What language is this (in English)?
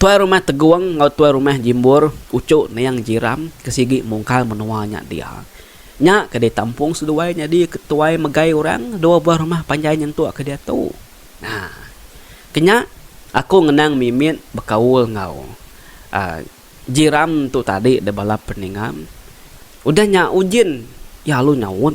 Iban